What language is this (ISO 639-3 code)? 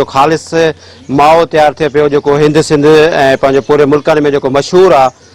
snd